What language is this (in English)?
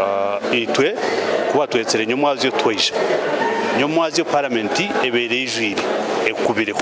Nyankole